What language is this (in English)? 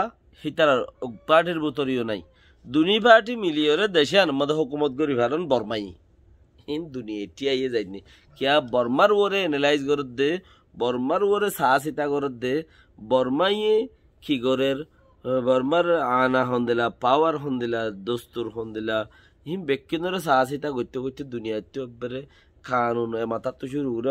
Rohingya